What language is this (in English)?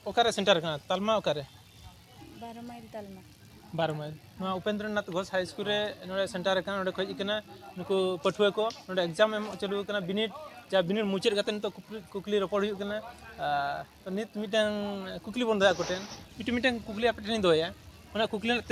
Santali